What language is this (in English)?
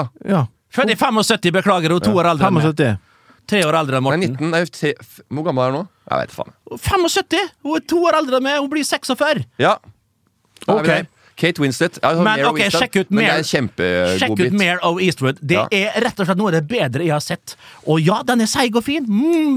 Norwegian